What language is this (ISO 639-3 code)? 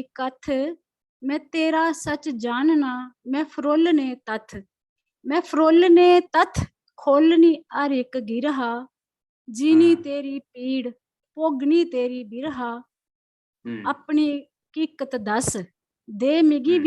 doi